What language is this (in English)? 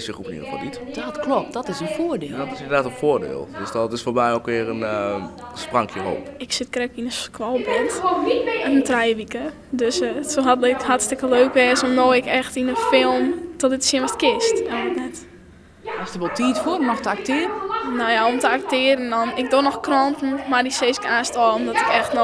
Western Frisian